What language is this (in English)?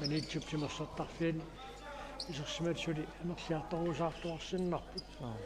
Kalaallisut